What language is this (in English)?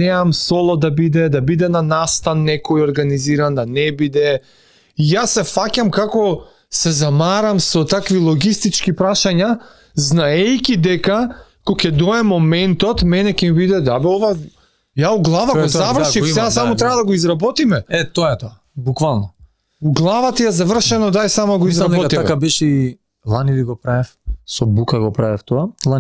Macedonian